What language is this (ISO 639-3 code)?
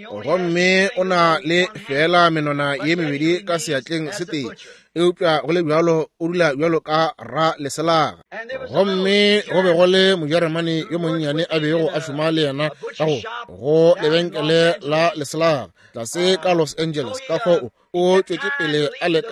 nso